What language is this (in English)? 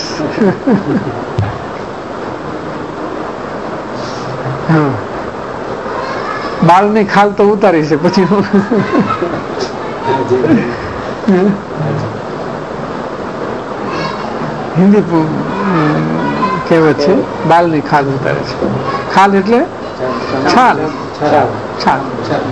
Gujarati